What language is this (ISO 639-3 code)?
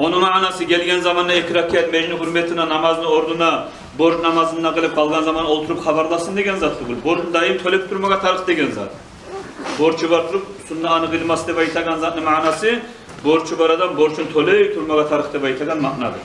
kum